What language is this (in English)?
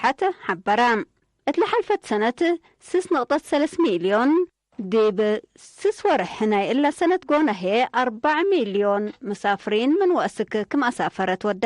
Tigre